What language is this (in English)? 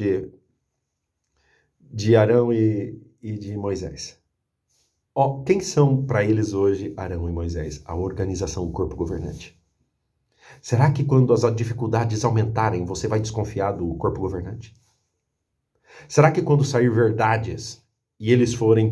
Portuguese